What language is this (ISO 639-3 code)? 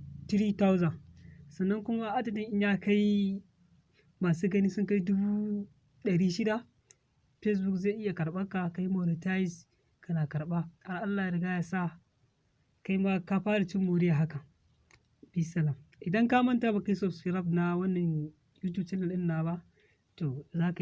hau